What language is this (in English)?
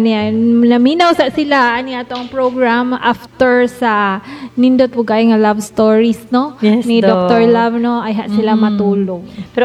Cebuano